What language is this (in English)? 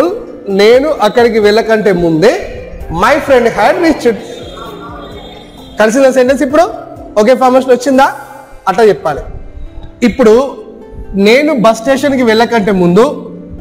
Telugu